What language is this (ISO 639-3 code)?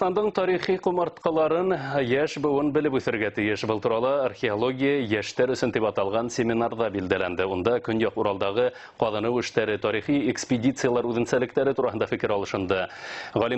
bak